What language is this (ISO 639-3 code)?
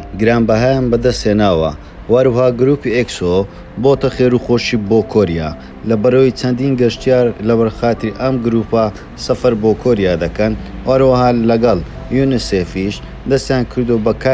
ckb